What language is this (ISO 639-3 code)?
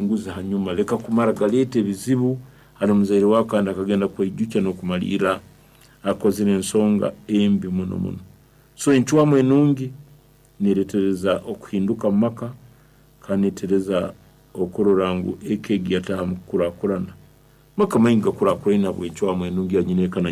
nyn